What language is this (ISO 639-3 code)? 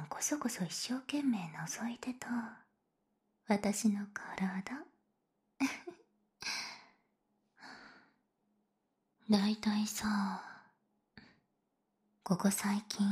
jpn